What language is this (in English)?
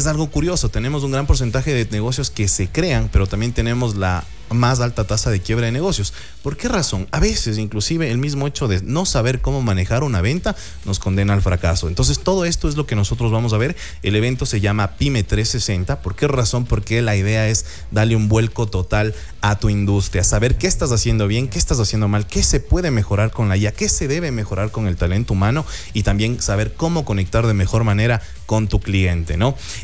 Spanish